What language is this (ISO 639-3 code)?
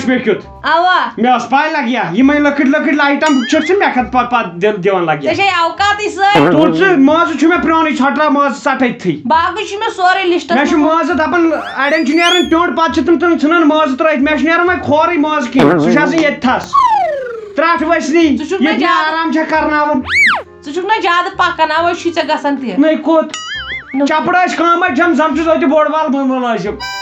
kas